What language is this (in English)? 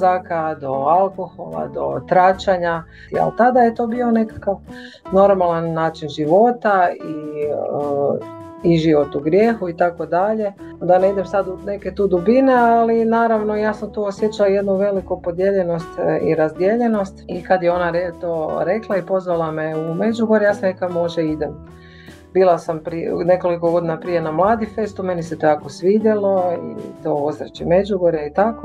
Croatian